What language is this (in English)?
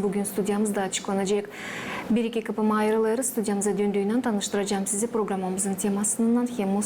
Gagauz